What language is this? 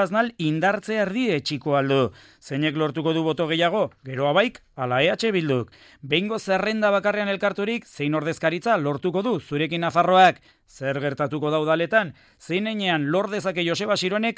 Basque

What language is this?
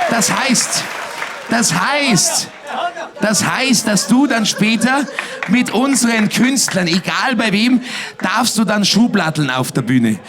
Bavarian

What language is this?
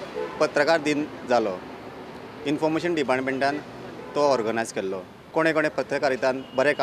Konkani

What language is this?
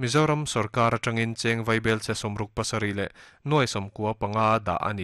Mizo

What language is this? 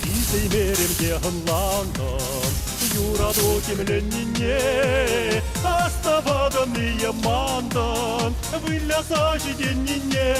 Chuvash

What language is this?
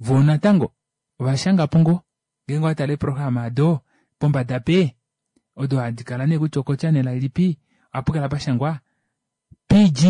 Kuanyama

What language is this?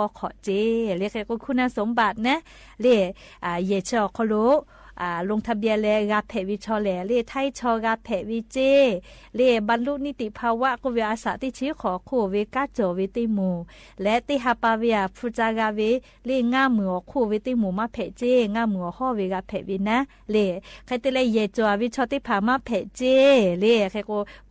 Lahu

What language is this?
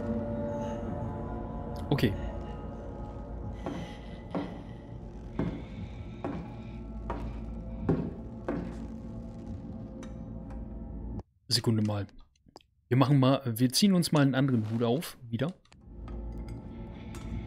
German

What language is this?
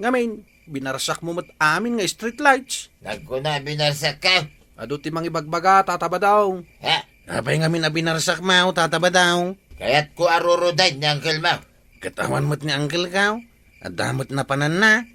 Iloko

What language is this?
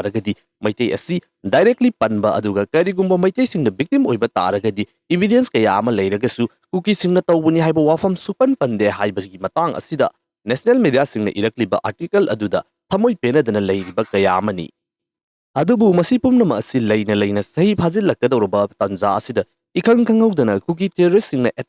Manipuri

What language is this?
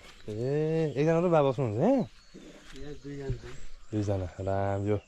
Nepali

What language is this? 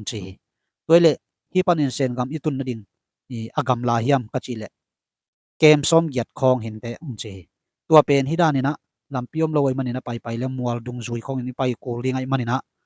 Tedim Chin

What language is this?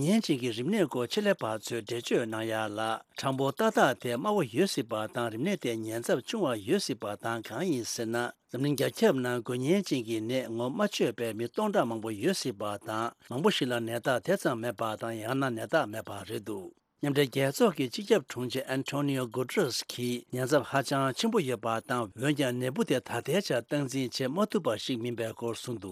Tibetan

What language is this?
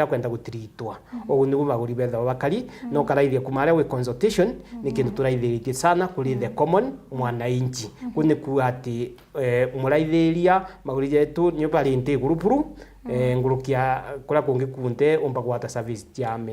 Meru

